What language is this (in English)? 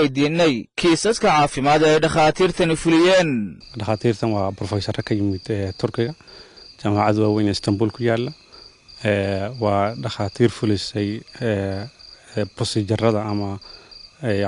Somali